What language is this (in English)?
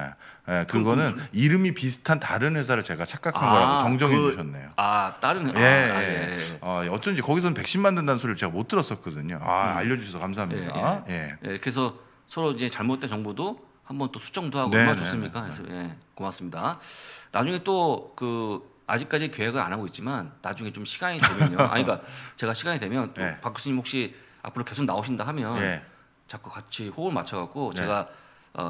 Korean